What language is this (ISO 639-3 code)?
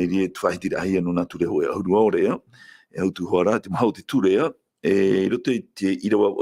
tah